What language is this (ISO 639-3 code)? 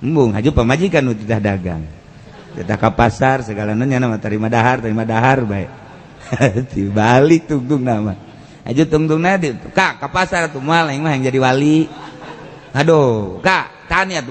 sun